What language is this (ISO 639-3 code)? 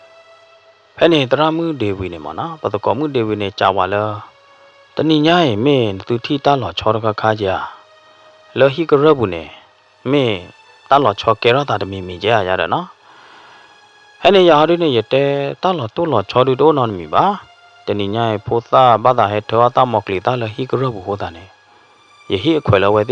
ksw